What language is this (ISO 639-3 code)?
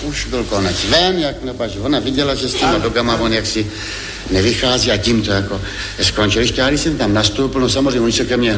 ces